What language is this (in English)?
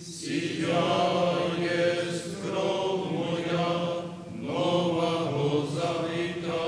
Rusyn